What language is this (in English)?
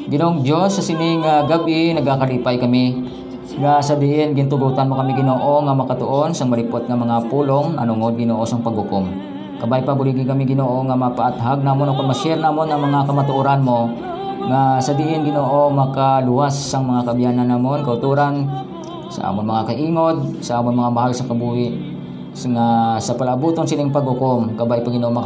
Hiligaynon